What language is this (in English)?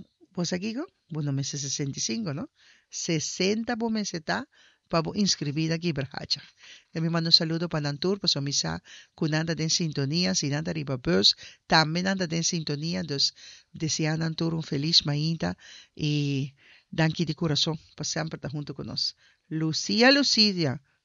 Papiamento